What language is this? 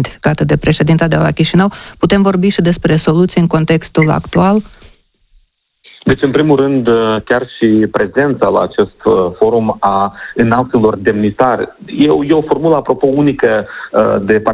Romanian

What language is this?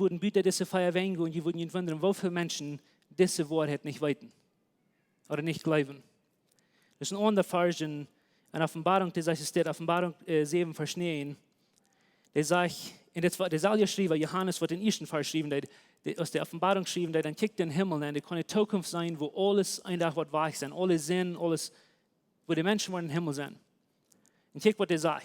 Plautdietsch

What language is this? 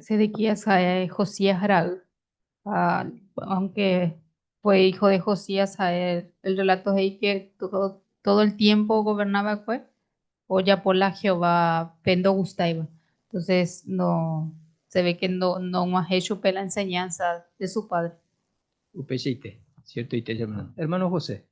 Guarani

